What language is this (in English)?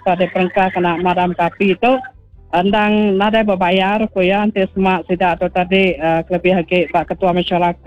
Iban